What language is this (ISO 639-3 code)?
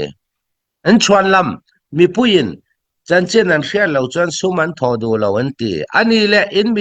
cfm